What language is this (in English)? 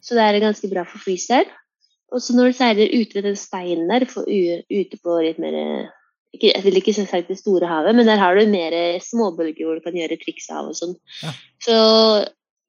Norwegian